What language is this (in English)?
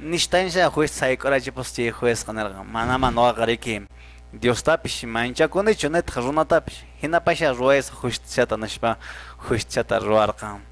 Quechua